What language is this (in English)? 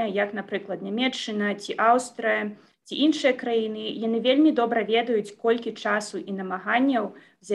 Belarusian